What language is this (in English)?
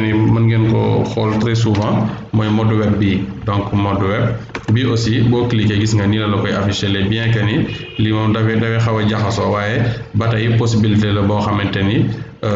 Wolof